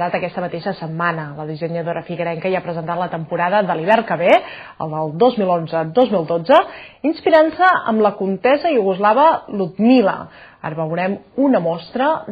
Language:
Catalan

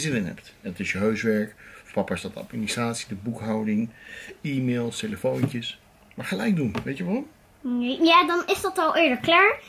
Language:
Dutch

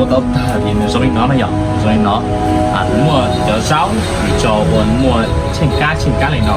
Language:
Hmong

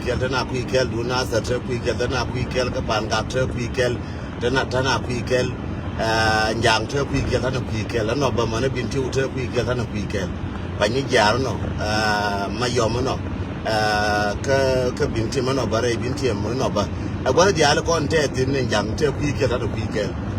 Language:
Nuer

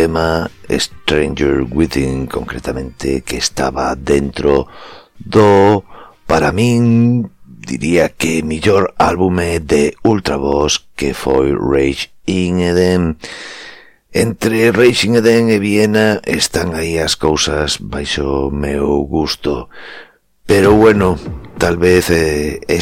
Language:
Galician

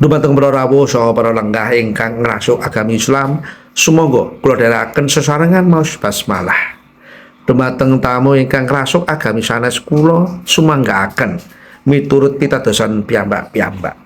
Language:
Javanese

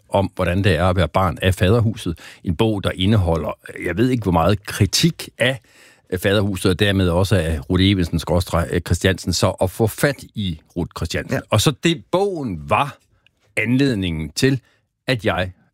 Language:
Danish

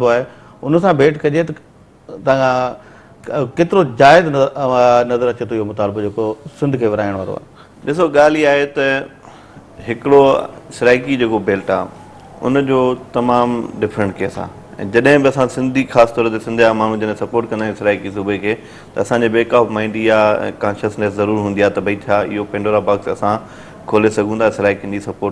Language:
Sindhi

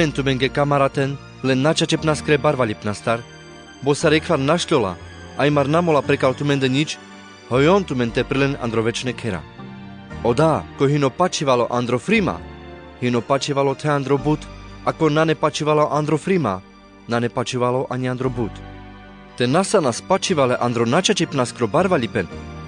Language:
Carpathian Romani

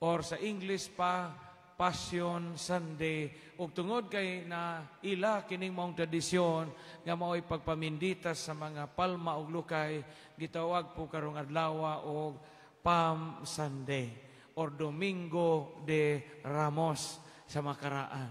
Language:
Cebuano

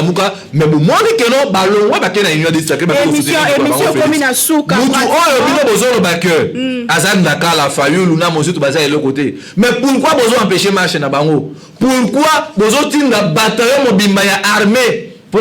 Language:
Lingala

